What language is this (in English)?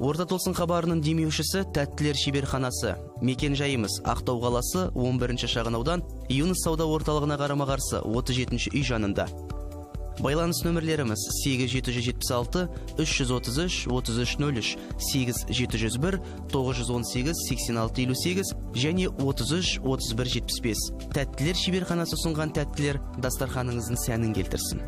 Kara-Kalpak